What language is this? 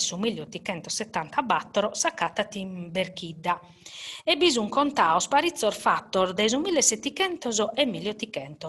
Sardinian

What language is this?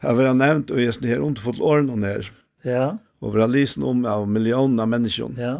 Faroese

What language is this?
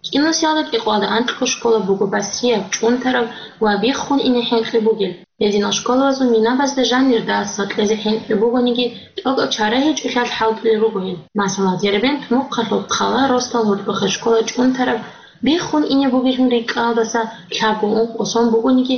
Avaric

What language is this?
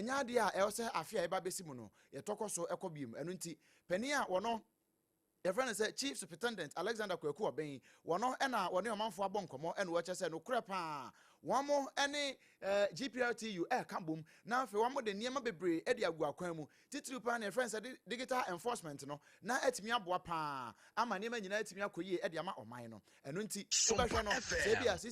Akan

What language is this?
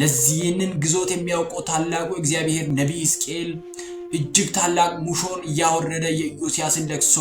Amharic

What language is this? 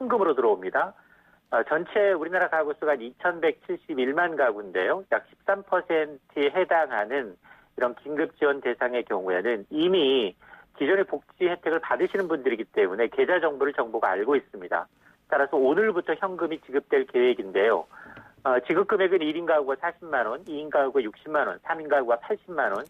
Korean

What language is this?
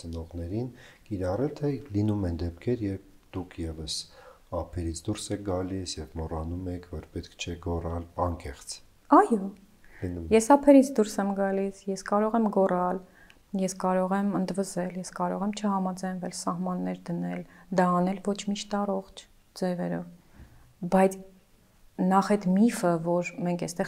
Armenian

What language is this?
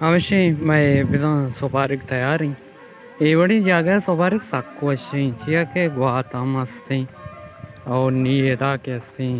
Baluchi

